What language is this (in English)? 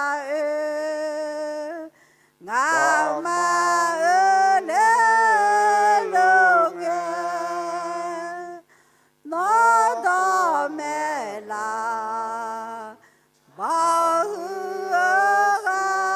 Akha